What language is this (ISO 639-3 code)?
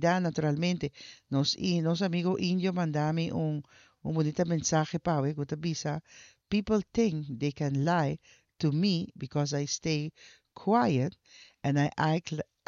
pap